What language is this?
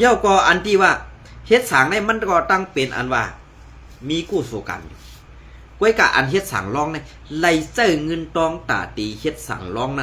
Shan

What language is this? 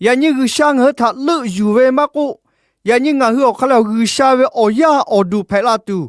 Lahu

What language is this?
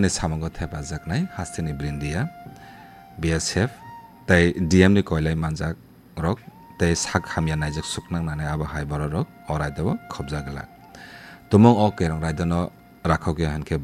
Kok Borok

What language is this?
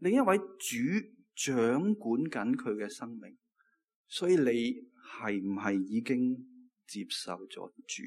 Cantonese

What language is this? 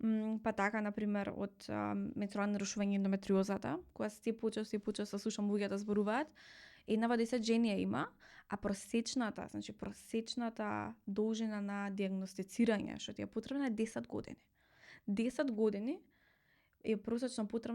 Macedonian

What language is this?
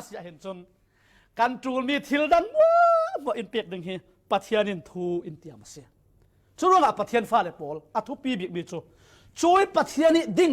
Falam Chin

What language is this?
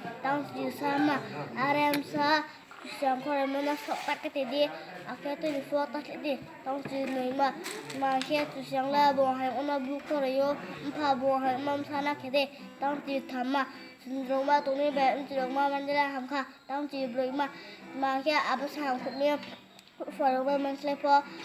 Riang (India)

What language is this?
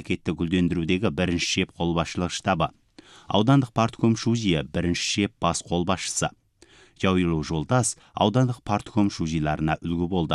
Kazakh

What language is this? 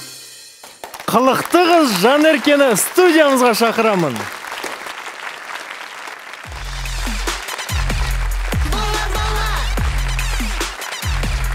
Kazakh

